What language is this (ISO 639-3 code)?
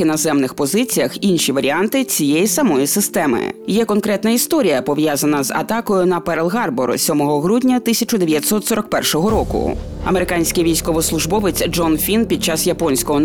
ukr